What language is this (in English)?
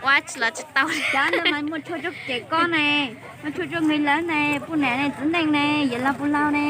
Hmong